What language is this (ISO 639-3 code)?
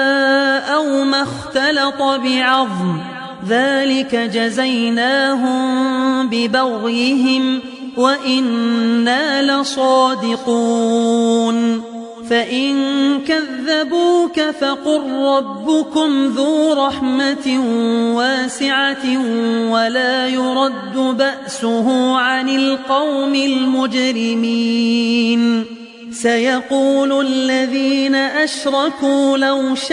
ara